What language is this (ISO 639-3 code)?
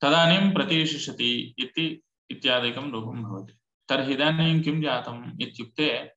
san